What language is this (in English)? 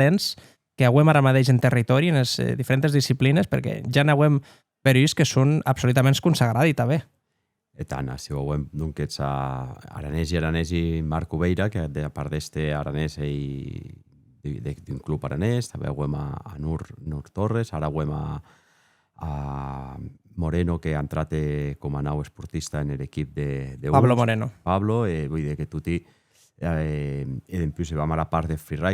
Occitan